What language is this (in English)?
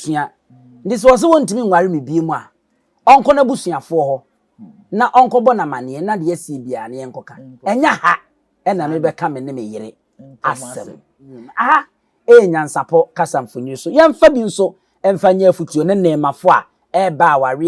Akan